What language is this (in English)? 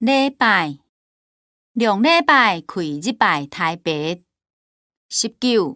Hakka Chinese